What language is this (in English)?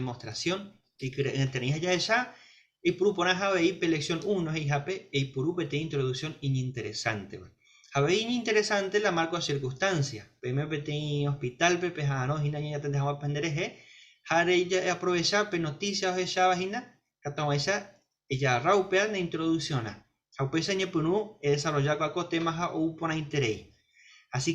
Guarani